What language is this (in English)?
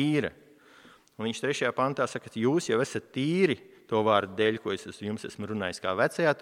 Latvian